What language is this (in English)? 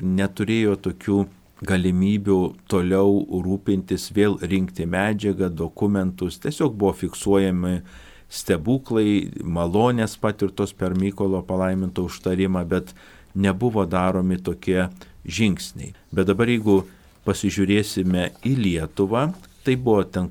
Lithuanian